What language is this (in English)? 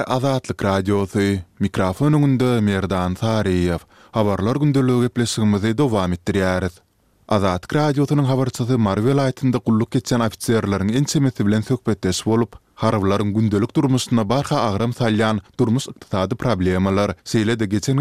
Turkmen